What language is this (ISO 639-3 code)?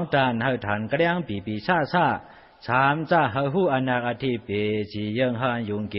shn